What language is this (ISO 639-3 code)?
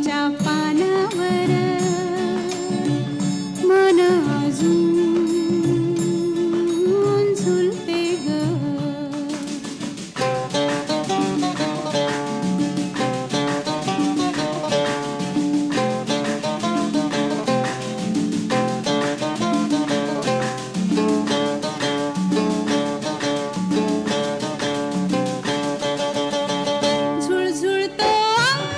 mar